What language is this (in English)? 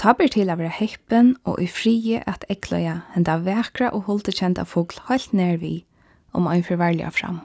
Faroese